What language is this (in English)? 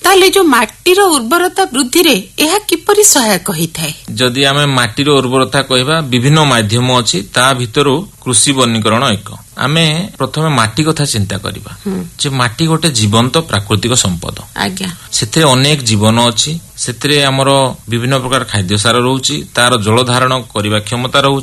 Odia